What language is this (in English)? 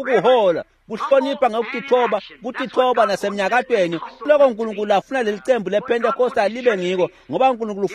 Swati